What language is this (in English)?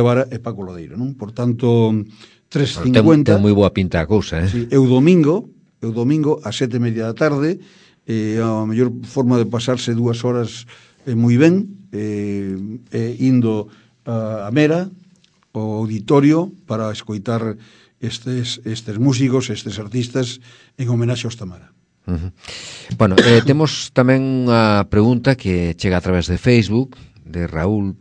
Galician